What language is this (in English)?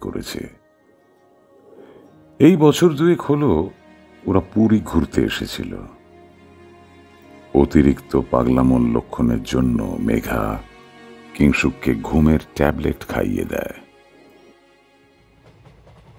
Bangla